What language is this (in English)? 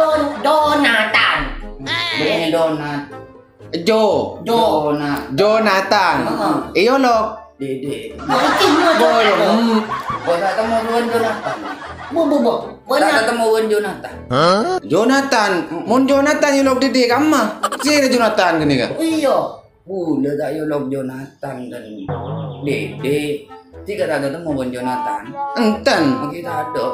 Madurese